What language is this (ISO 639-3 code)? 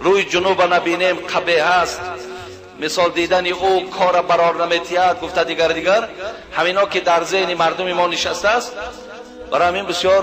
tgk